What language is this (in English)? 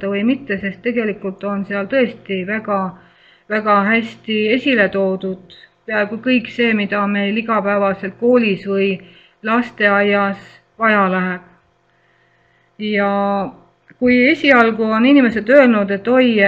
Estonian